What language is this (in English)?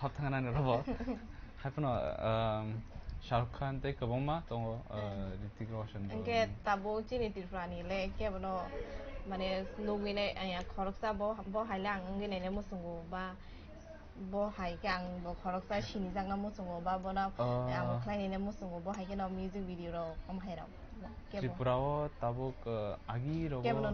Kok Borok